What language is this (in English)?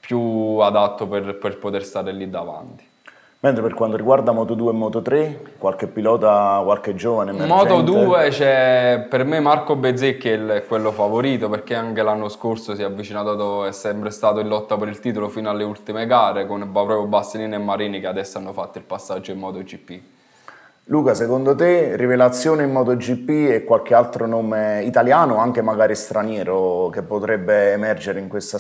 Italian